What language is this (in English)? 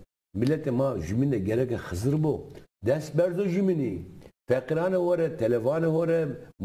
Zaza